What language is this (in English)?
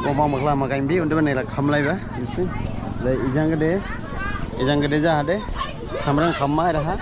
Dimasa